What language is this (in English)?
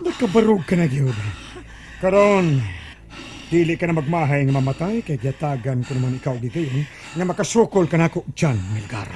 Cebuano